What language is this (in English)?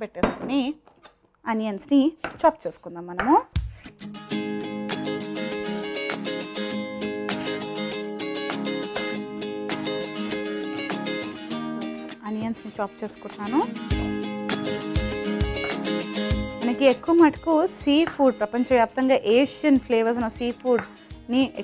Telugu